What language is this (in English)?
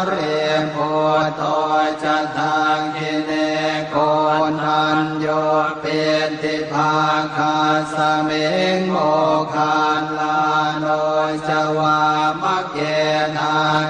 Pali